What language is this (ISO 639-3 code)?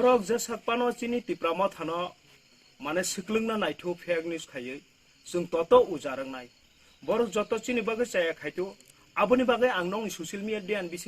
trp